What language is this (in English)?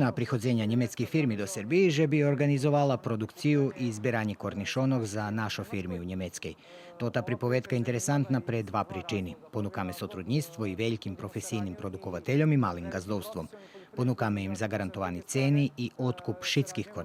Rusyn